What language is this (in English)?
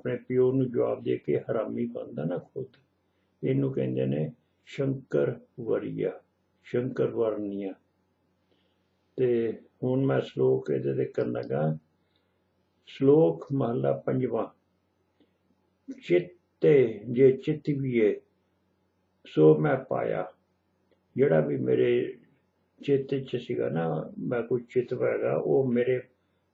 Punjabi